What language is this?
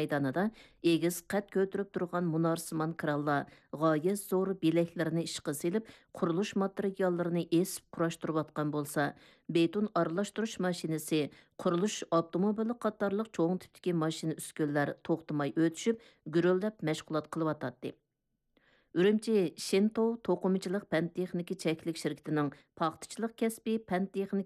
Uyghur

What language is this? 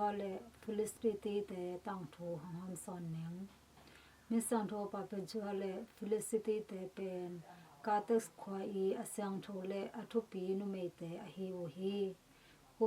Tedim Chin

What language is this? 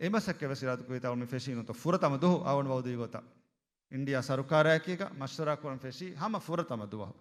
Divehi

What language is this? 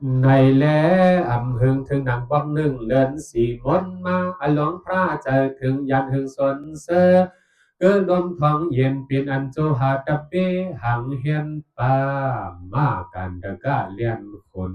Shan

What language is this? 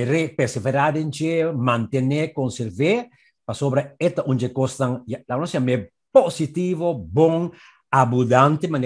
Papiamento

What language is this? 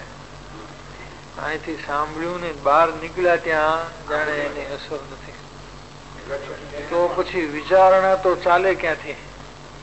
Gujarati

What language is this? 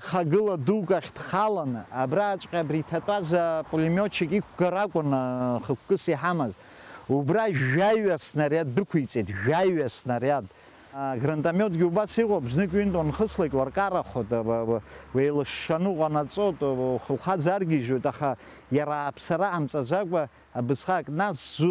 Abkhazian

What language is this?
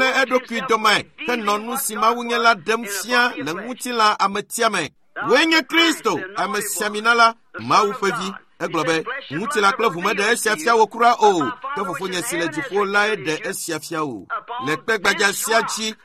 Ewe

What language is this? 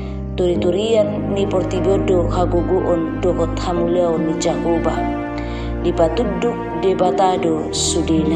Batak Toba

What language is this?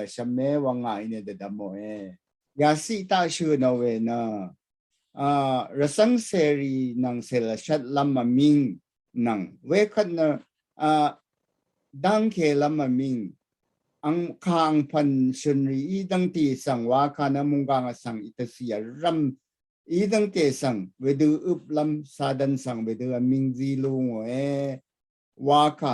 Rawang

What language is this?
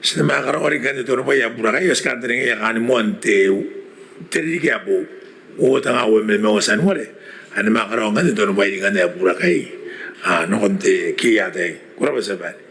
Gilbertese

